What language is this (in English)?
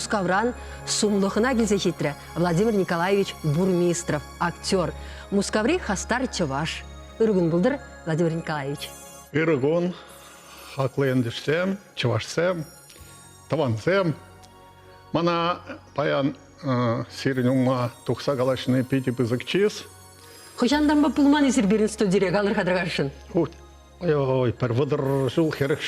Chuvash